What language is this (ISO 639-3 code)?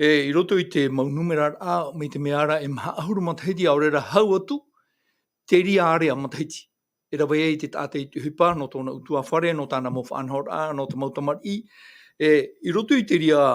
tah